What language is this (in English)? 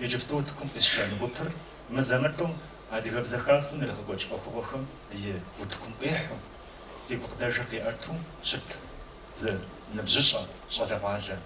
Kabardian